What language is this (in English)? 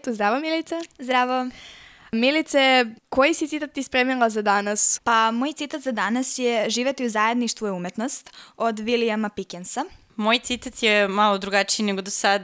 Serbian